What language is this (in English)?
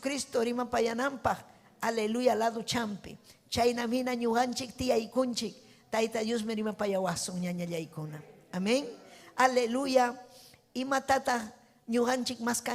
Ayacucho Quechua